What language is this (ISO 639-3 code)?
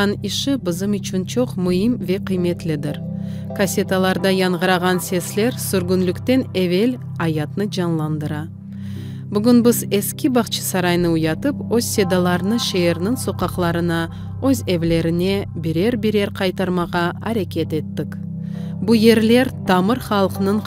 crh